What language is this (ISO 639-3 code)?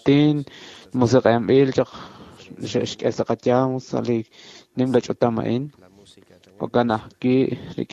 kek